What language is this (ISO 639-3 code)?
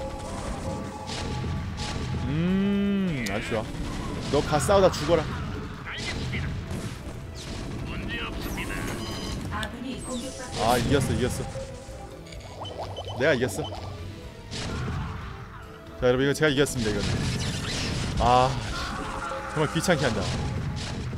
kor